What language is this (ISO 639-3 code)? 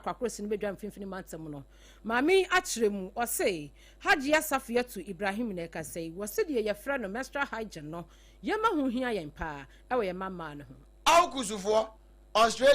aka